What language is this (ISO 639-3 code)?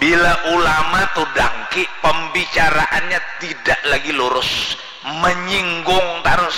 bjn